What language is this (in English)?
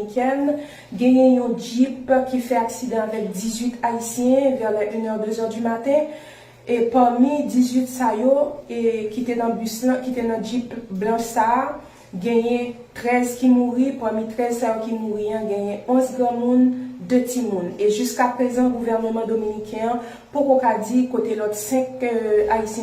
Haitian Creole